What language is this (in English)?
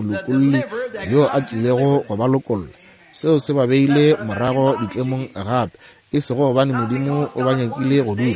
Northern Sotho